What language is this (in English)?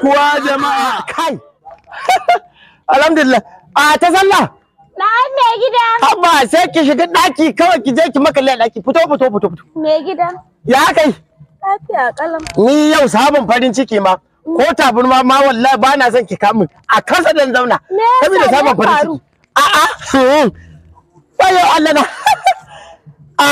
Hausa